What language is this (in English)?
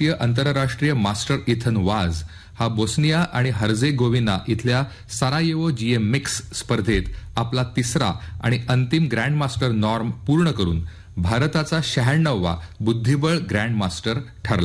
Marathi